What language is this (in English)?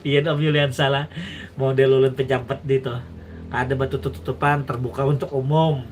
Banjar